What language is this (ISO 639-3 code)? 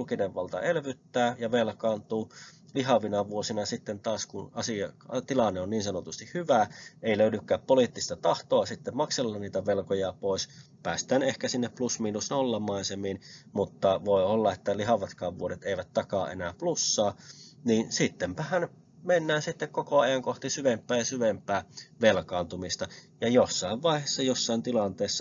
fin